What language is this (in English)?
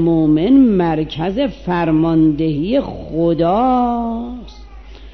Persian